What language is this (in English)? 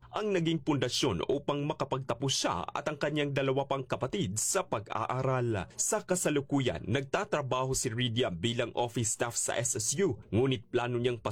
Filipino